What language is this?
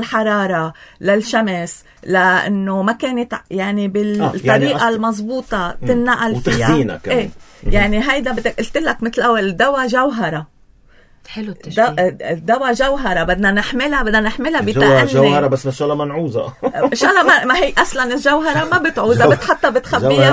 North Levantine Arabic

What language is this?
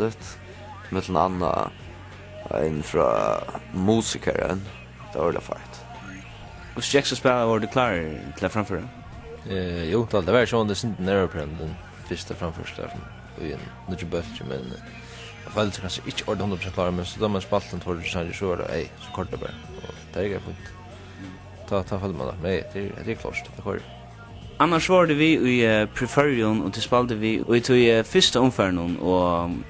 Faroese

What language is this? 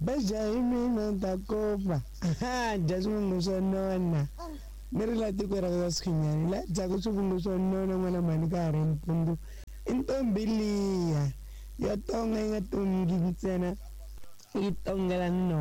Tsonga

